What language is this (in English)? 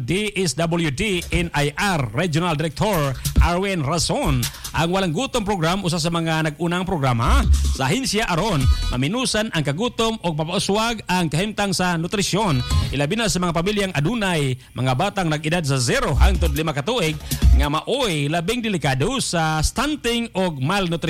Cebuano